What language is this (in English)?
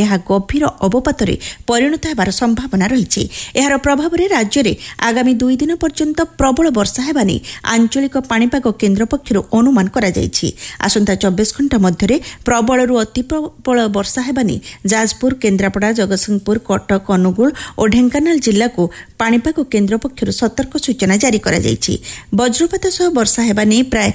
Odia